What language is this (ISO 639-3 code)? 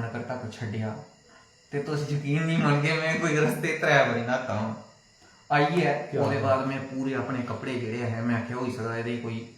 doi